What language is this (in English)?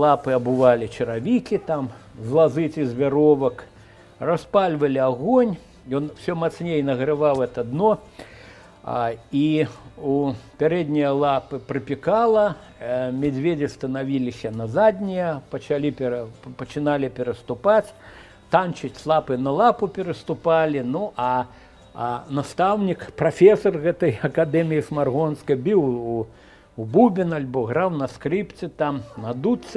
Belarusian